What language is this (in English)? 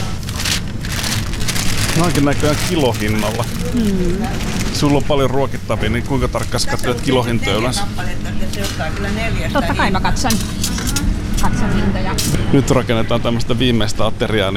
Finnish